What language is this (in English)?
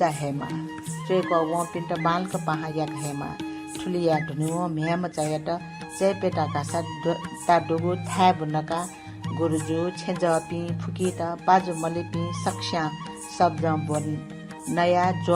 Newari